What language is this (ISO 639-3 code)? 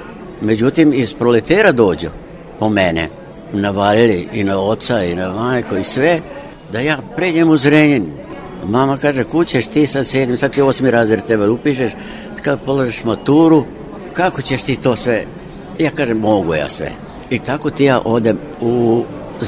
srp